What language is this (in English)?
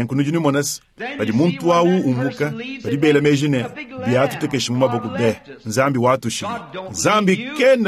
Luba-Lulua